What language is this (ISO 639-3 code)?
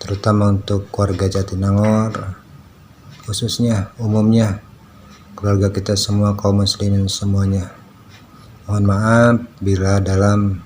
sun